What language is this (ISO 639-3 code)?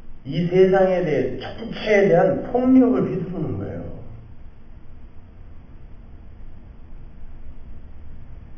kor